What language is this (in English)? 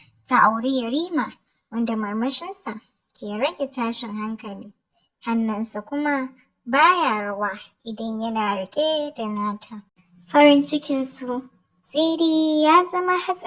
Hausa